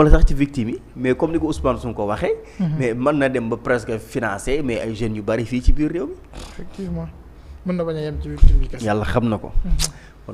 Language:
Wolof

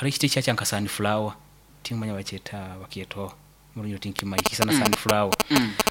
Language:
Nyoro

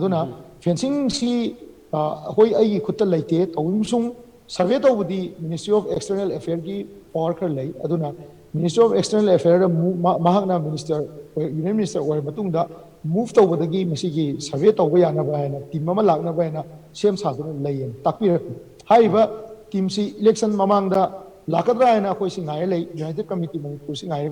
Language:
Manipuri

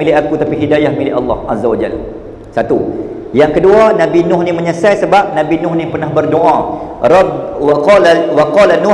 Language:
Malay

